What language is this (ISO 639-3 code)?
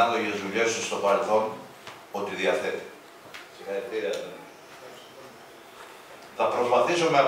ell